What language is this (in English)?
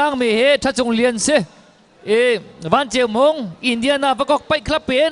Hakha Chin